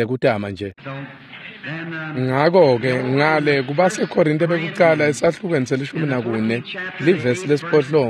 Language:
Swati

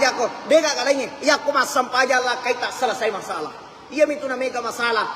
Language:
Buginese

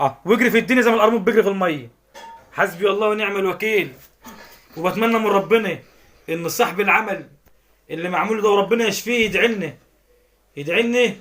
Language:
Egyptian Arabic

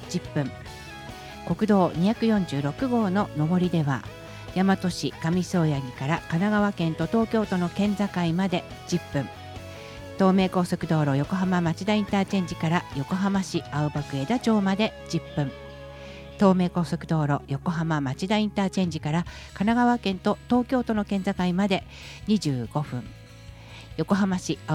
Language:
Japanese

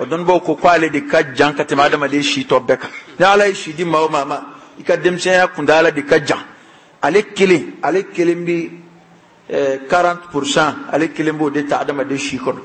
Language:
Bambara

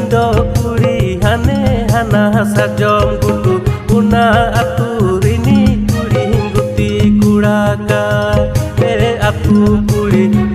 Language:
Santali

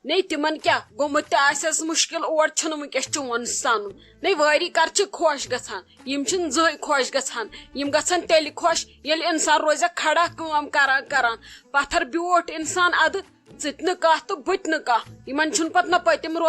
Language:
Kashmiri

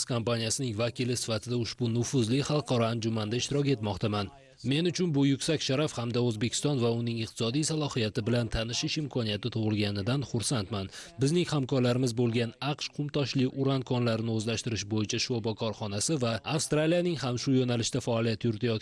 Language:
Uzbek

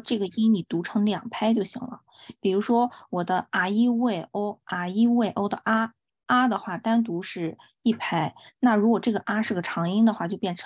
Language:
Chinese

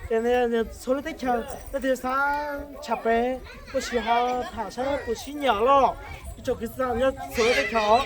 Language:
Hmong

